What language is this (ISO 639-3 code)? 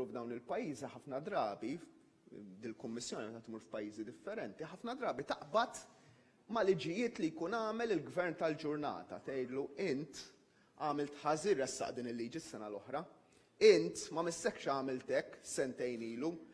mlt